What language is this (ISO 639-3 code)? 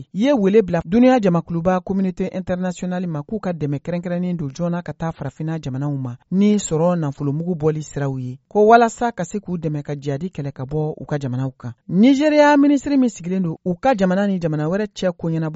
bam